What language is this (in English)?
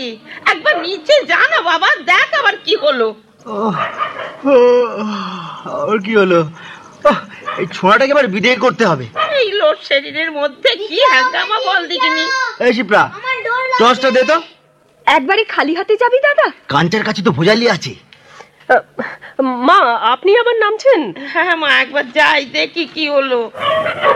Bangla